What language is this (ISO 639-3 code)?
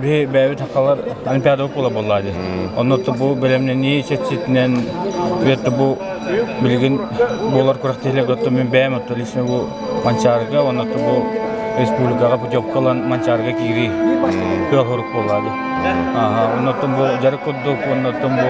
sah